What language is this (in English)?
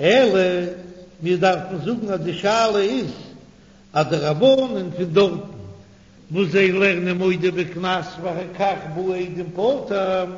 Yiddish